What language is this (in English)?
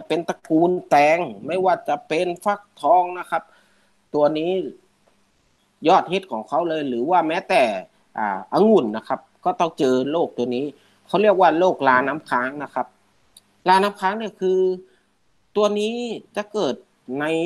Thai